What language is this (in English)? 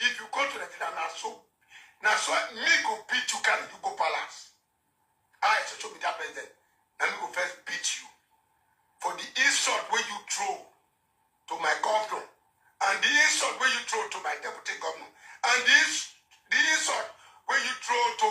Nigerian Pidgin